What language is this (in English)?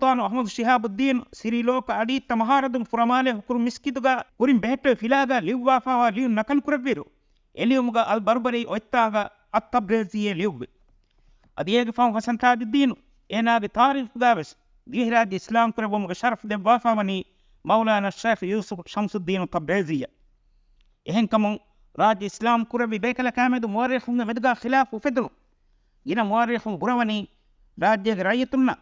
Divehi